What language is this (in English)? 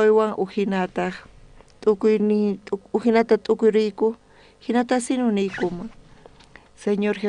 South Bolivian Quechua